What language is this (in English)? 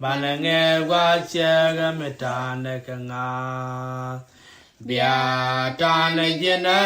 Nuer